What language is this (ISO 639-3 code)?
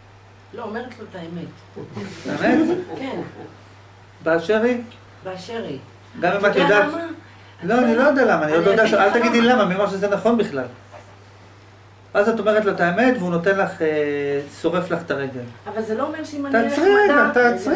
heb